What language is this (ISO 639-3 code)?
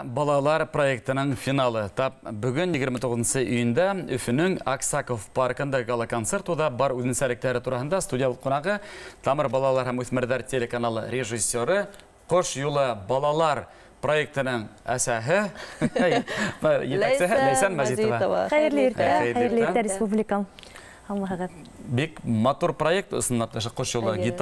bak